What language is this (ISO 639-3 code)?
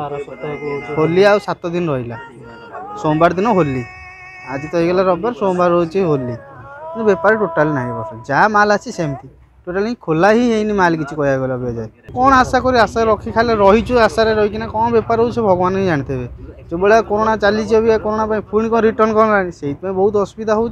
ori